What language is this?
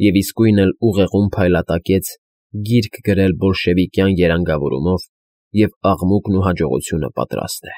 Armenian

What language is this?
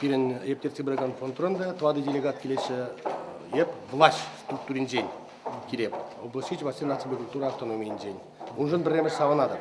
Chuvash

